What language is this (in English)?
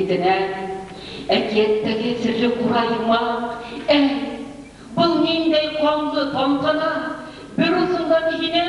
Bashkir